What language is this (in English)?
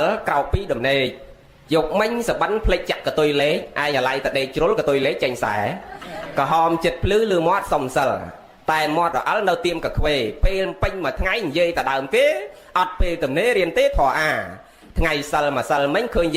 Khmer